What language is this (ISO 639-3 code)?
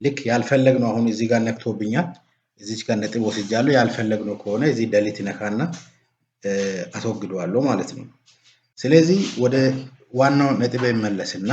amh